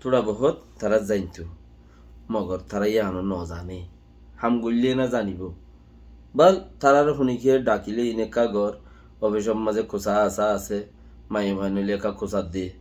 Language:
Rohingya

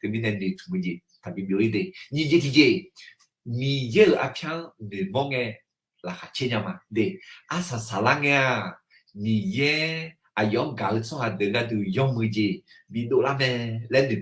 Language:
Akha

